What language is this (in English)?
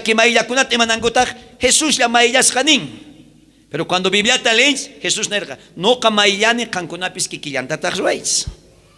South Bolivian Quechua